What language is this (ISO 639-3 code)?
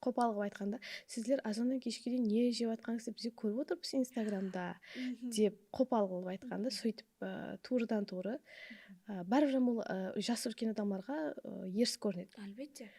kaa